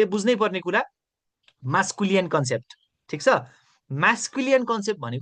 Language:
Nepali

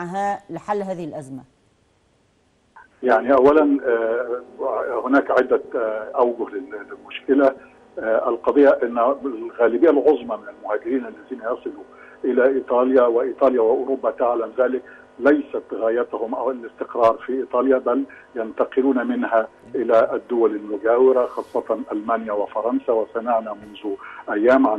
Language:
Arabic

